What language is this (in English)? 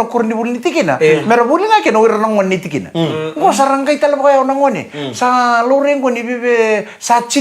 Fijian